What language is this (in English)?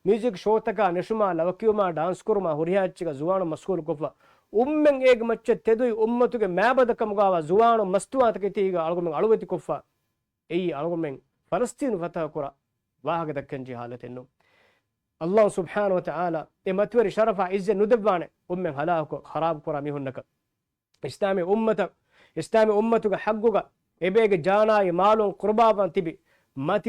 Divehi